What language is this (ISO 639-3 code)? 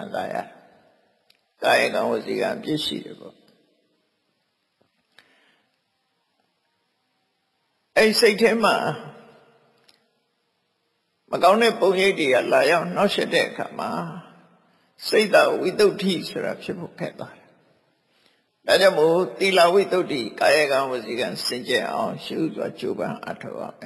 mya